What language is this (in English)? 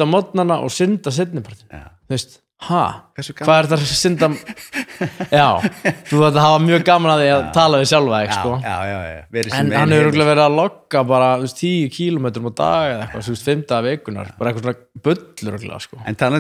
Icelandic